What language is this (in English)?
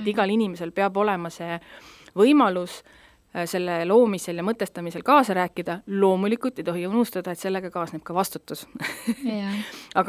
Estonian